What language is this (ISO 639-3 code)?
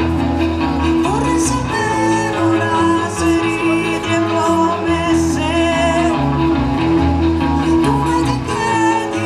ita